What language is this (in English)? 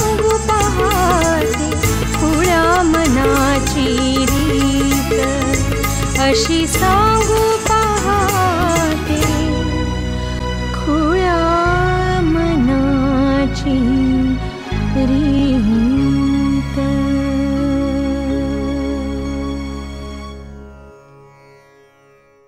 Marathi